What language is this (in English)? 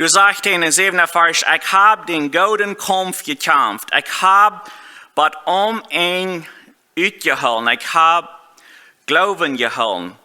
Plautdietsch